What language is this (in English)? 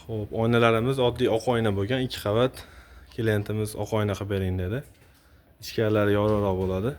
Uzbek